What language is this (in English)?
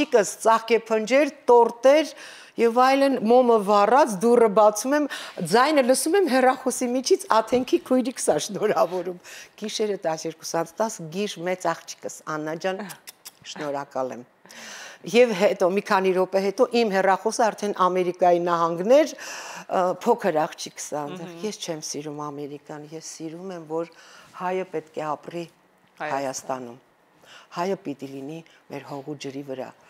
Armenian